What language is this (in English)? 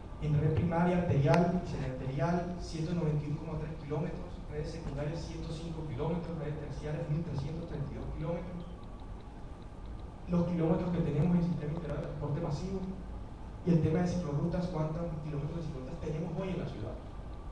Spanish